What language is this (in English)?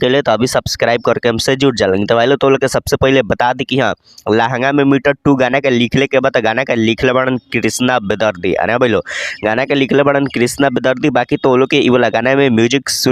Bhojpuri